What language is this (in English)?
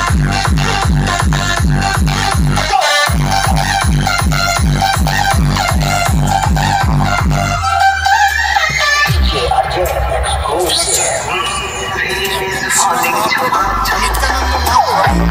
Bangla